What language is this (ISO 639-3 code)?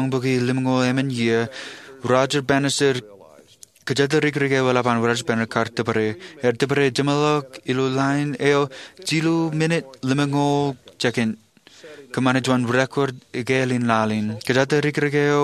mah